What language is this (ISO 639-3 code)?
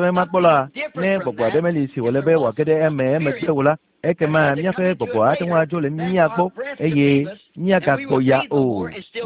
ewe